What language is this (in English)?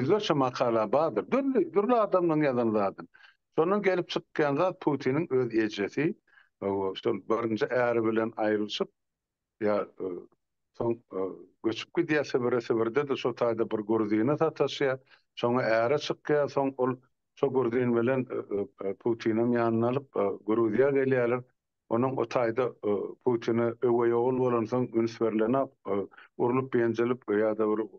Turkmen